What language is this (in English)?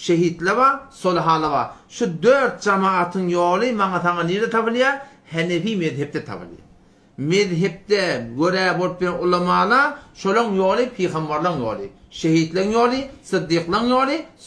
Turkmen